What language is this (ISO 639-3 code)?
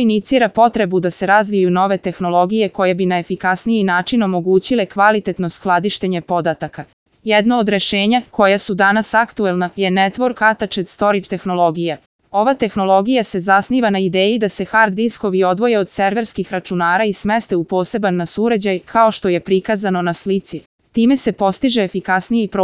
srp